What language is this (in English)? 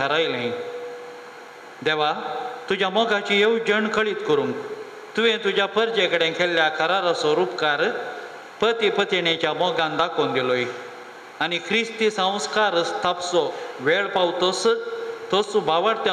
Konkani